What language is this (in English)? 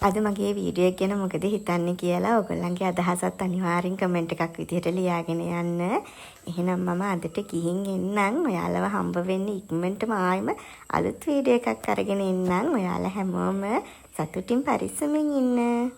Sinhala